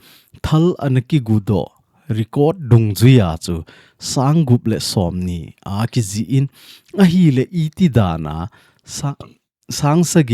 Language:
Thado Chin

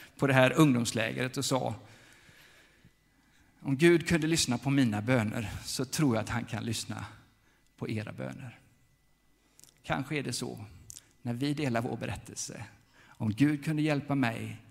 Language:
Swedish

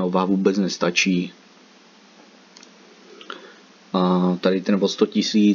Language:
Czech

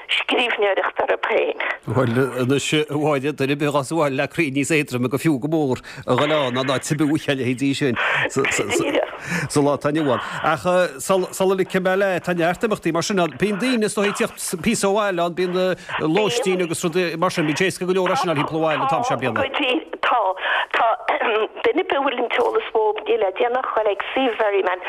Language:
Irish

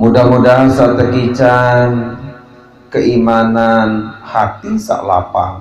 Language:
Sasak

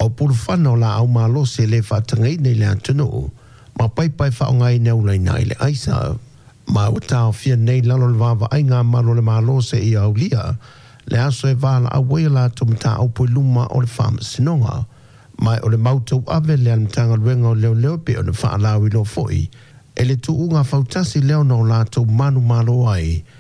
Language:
Samoan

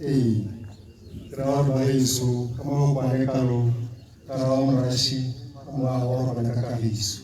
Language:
Tswana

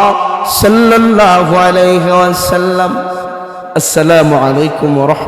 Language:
Sylheti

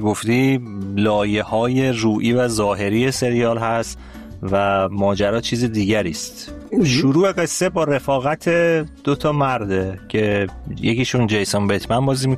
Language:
Persian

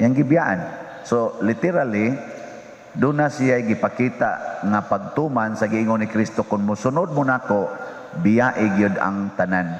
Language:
Cebuano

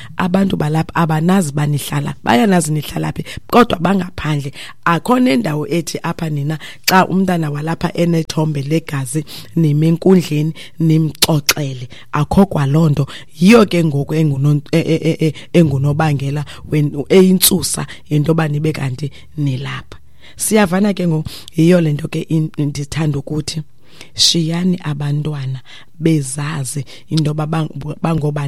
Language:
Xhosa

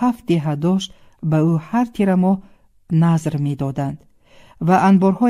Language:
Tajik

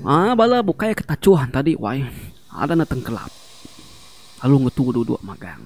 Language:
Iban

